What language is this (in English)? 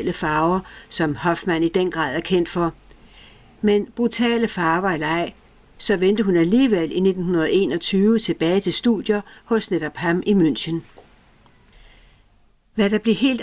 Danish